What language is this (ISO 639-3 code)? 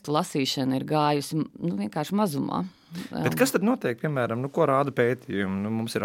lav